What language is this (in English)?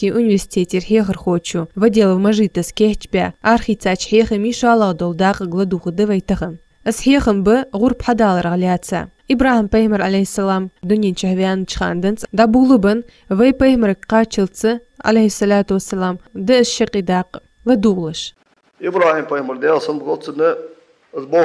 Ingush